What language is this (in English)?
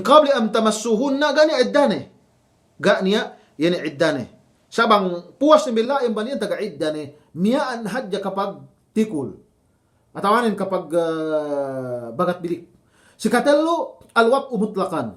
Yakan